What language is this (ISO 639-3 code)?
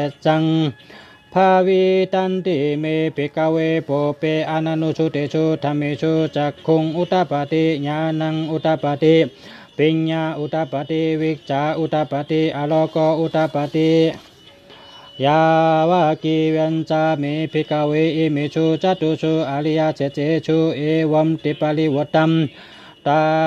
shn